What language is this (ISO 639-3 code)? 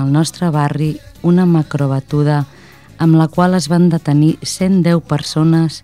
cat